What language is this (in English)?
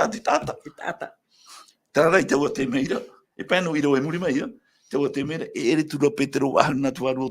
Tahitian